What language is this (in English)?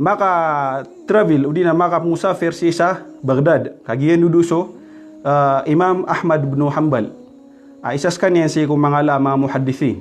Maranao